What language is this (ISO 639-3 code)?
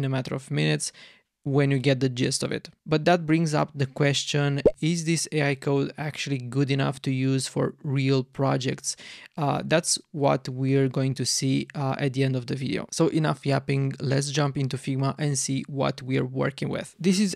eng